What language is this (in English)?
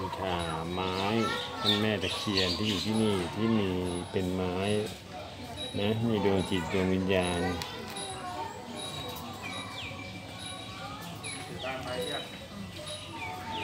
Thai